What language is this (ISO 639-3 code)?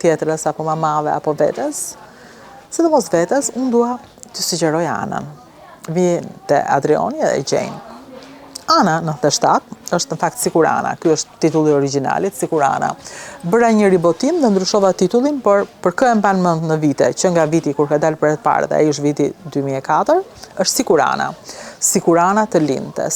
sqi